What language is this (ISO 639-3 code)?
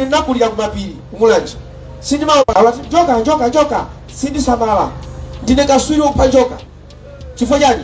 nya